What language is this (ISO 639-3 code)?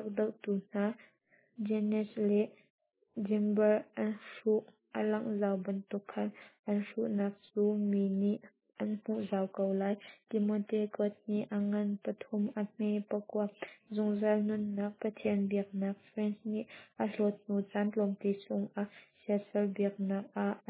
cnh